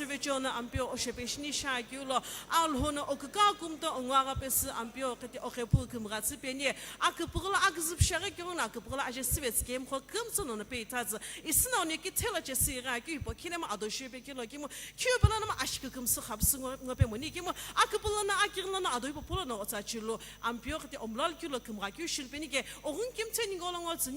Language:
Sumi Naga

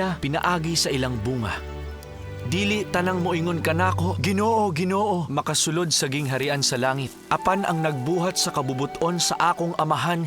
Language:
Cebuano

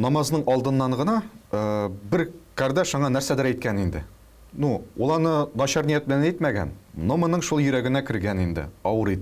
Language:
Tatar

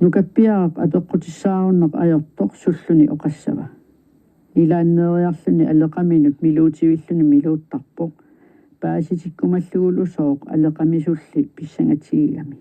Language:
Kalaallisut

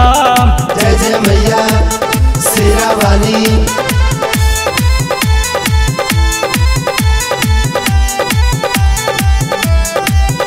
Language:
Bhojpuri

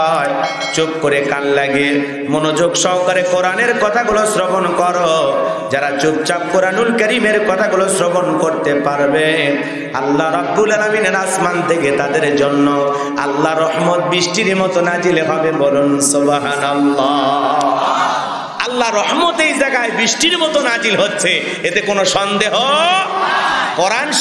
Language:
Bangla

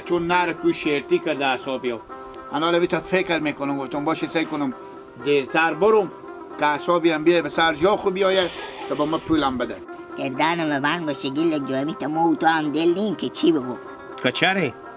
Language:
Hazaragi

